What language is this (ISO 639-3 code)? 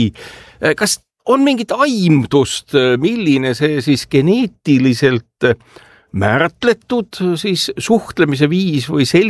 est